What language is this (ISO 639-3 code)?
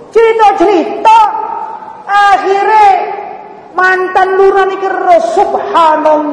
jav